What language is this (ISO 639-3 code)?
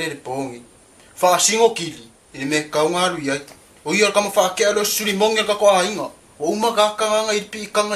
smo